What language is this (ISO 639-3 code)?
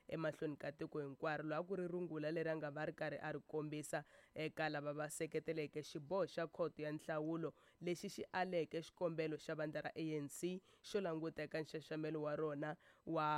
tso